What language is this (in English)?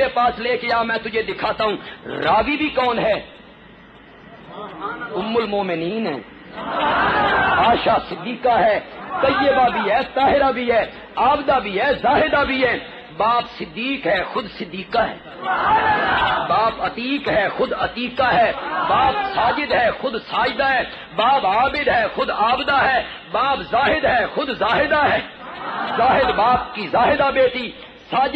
Urdu